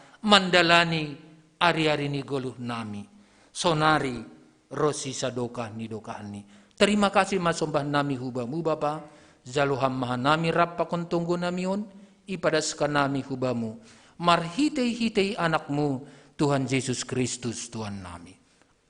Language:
Batak Simalungun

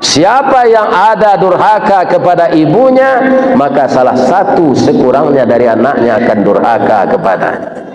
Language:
Minangkabau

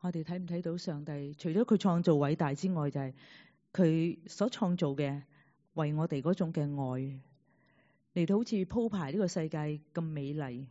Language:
Cantonese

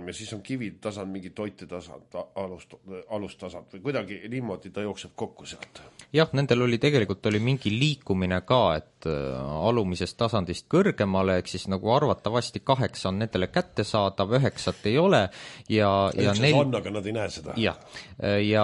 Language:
Estonian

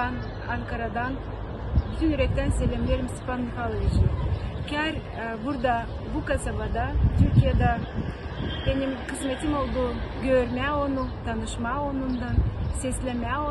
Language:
Gagauz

